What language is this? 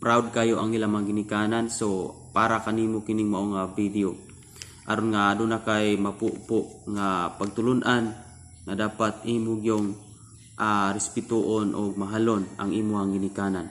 Cebuano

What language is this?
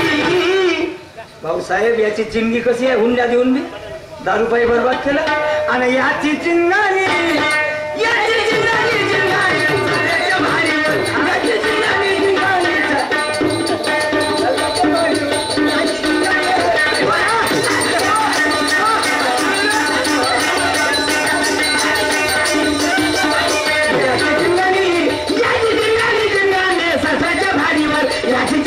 Marathi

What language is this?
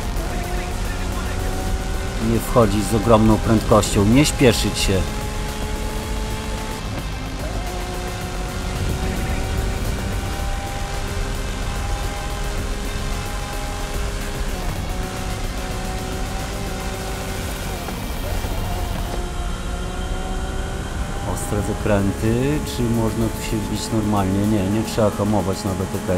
Polish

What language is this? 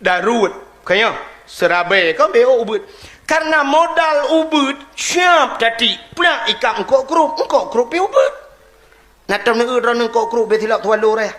Achinese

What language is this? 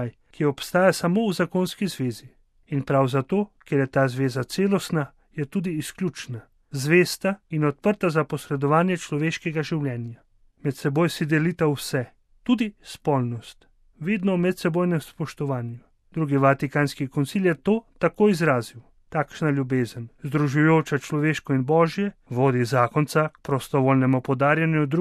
Slovenian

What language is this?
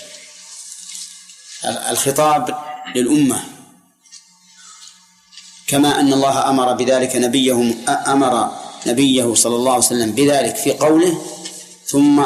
Arabic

